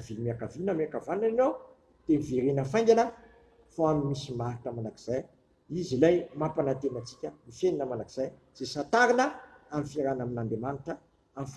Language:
Malagasy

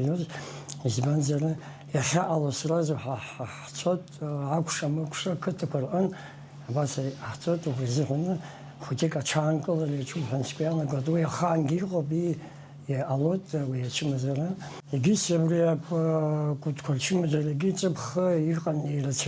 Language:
Abkhazian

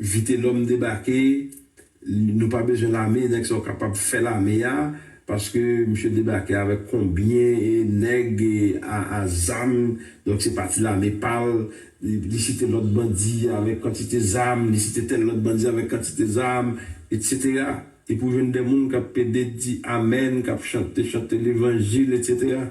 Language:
Haitian Creole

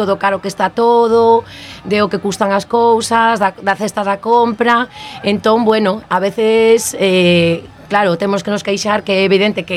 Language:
Galician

